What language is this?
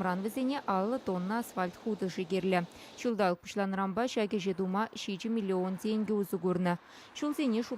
Chuvash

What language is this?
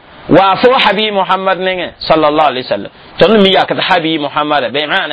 Mossi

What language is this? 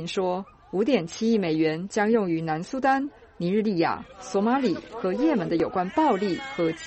Chinese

